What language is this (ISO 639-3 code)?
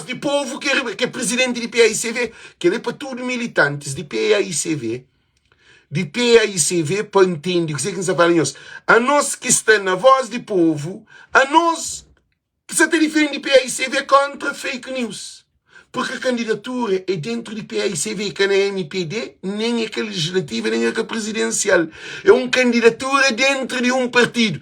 kea